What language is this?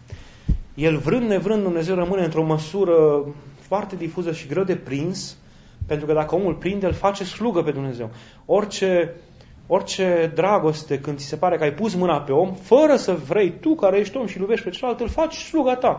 Romanian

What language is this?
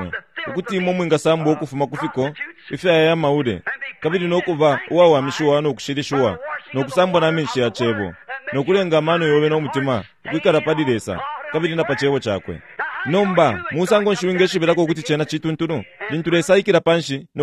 Bemba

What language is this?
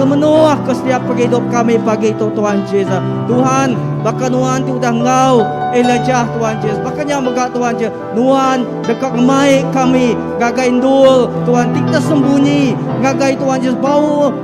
Iban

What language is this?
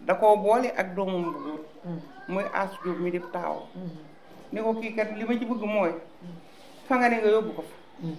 Wolof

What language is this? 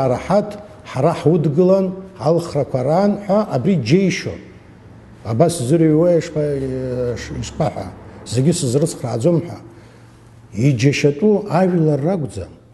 Abkhazian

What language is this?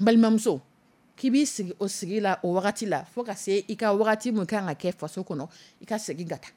Dyula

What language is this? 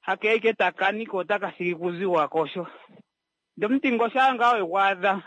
Kuanyama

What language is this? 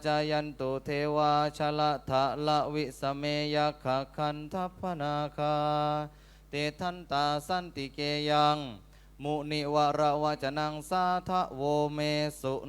Pali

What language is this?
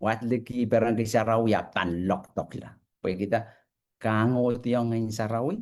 Pohnpeian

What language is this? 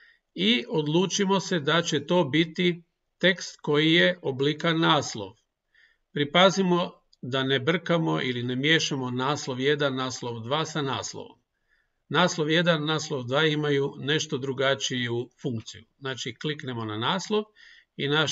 Croatian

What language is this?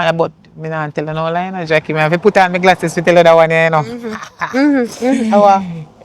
Jamaican Creole English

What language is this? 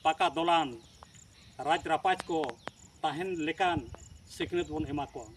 Santali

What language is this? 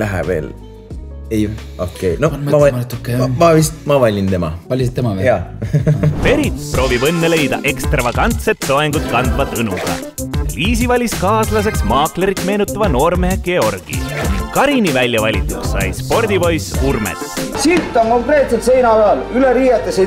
Estonian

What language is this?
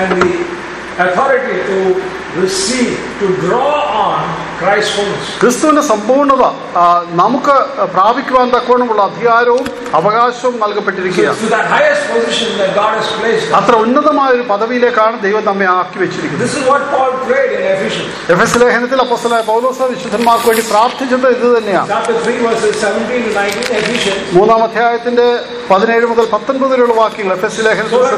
Malayalam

